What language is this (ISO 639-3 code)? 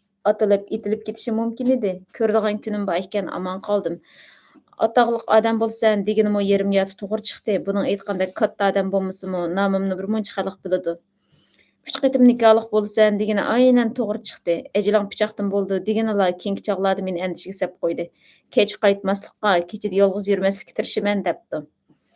uig